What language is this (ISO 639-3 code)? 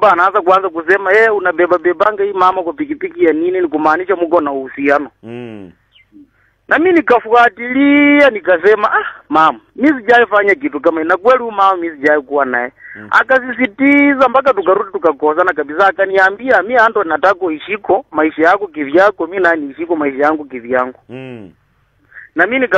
swa